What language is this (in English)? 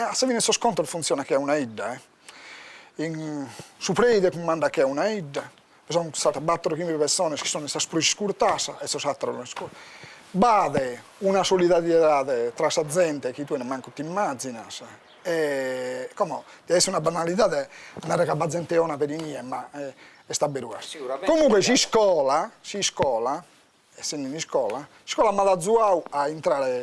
Sardinian